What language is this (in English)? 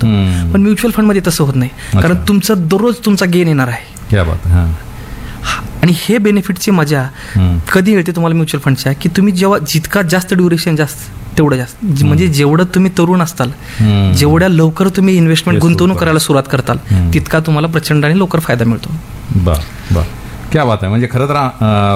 Marathi